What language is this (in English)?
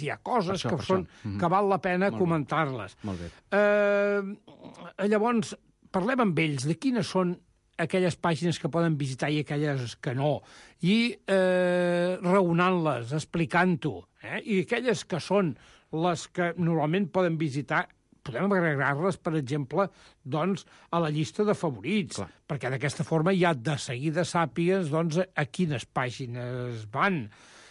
Catalan